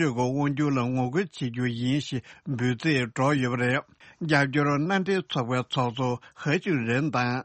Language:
Tibetan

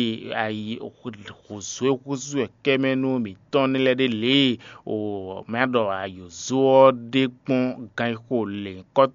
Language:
Fon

